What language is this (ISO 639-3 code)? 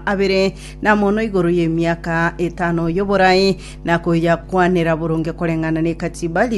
guz